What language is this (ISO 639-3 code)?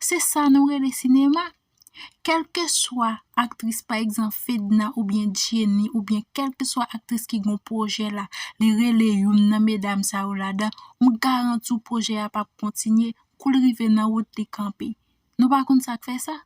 hat